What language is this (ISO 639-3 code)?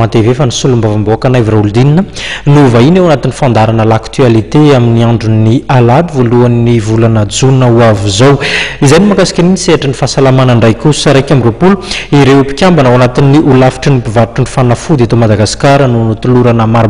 mlg